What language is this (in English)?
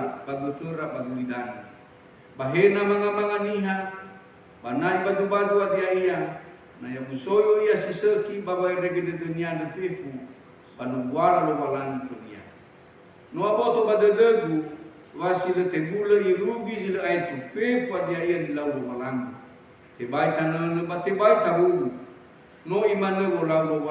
Nias